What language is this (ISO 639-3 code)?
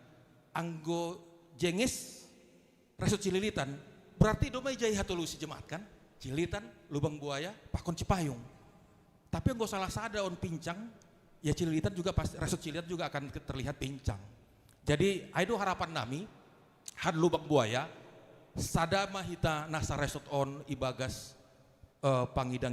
bts